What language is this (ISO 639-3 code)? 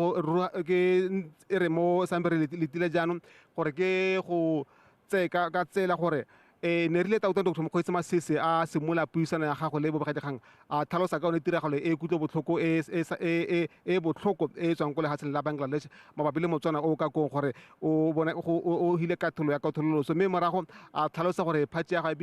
tsn